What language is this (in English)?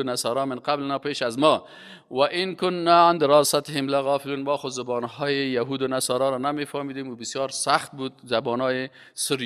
Persian